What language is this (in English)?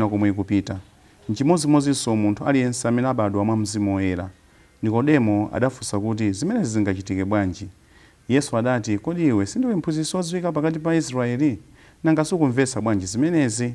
Nyanja